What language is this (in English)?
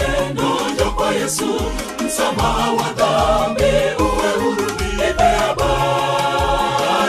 Swahili